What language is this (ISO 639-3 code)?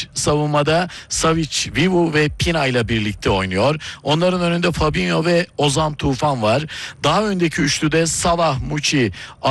tur